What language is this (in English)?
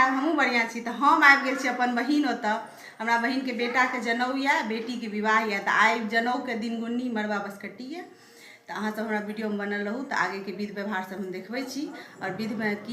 Maithili